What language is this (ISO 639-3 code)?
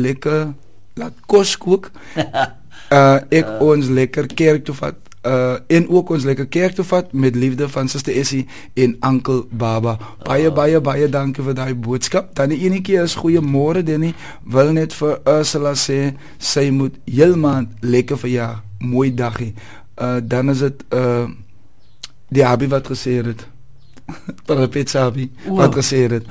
afr